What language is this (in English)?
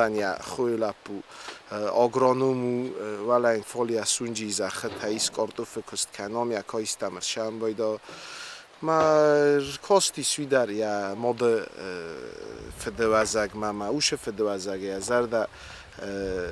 Ossetic